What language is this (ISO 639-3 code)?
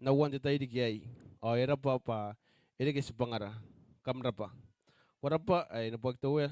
gil